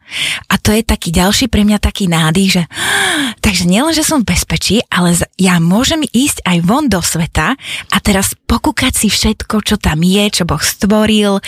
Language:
Slovak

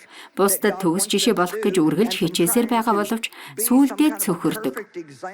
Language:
Mongolian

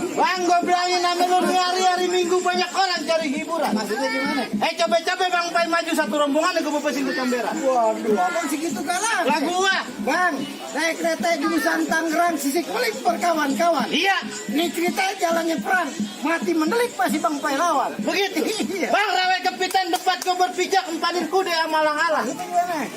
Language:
Betawi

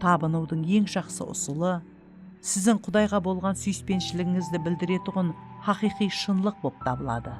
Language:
Kara-Kalpak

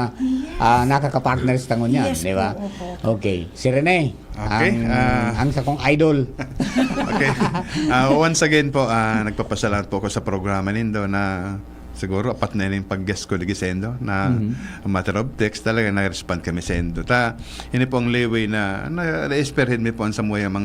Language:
Bikol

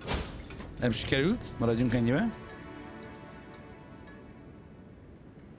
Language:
Hungarian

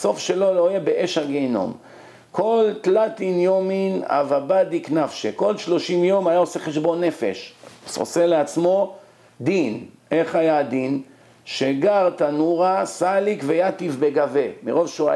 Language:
Hebrew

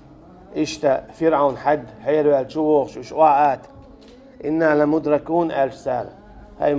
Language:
Chechen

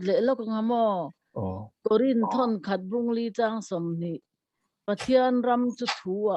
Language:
Mizo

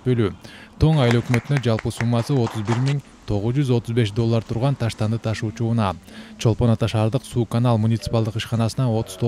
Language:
Kyrgyz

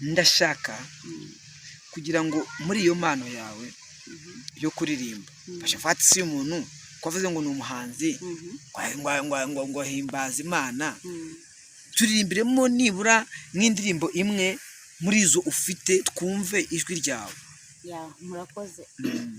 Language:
Kinyarwanda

